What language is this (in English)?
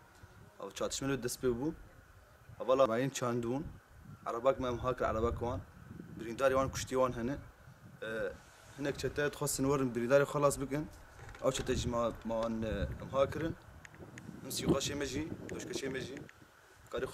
Kurdish